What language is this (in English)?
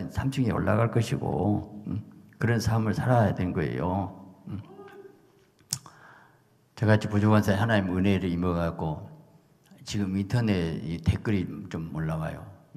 Korean